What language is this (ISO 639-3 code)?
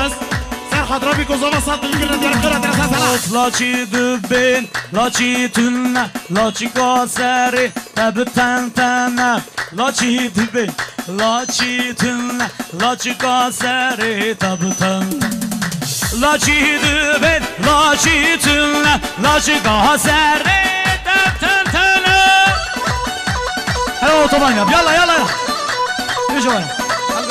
kur